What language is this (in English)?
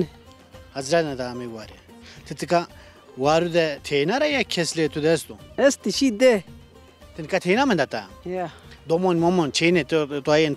Zaza